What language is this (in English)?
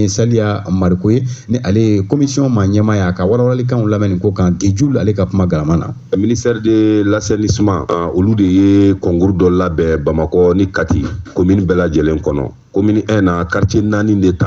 Bambara